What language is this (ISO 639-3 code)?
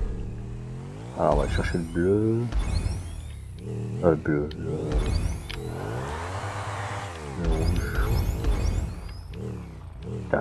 fra